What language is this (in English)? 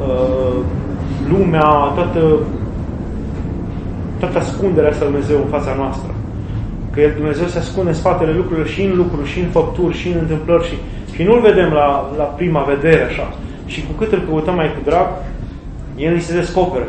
Romanian